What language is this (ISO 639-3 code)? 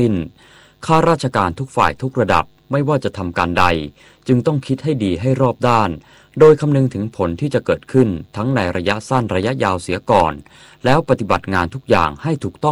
tha